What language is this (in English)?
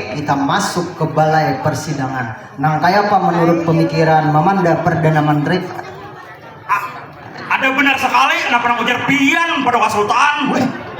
Banjar